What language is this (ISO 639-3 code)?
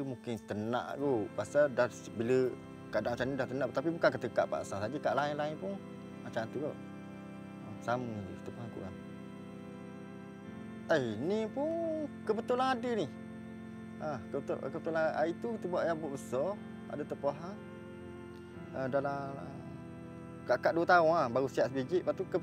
msa